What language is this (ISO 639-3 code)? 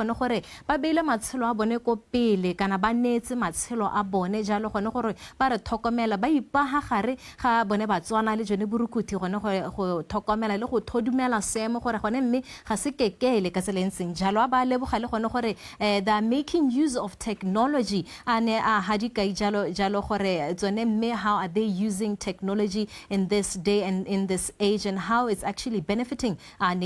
tsn